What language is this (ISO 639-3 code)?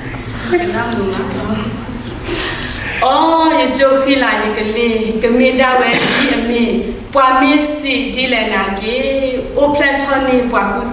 ksw